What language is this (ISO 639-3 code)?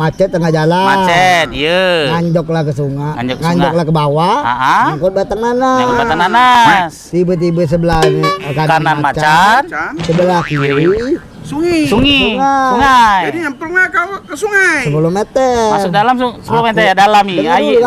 mui